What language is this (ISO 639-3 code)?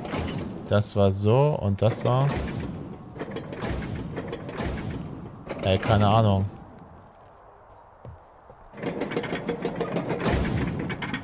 deu